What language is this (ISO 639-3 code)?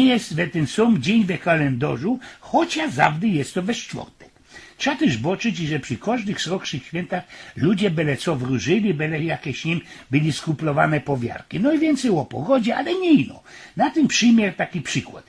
szl